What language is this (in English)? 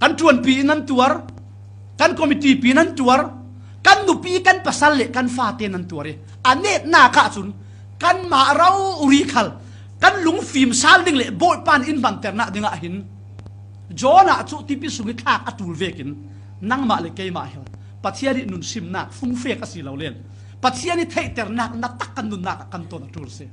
Falam Chin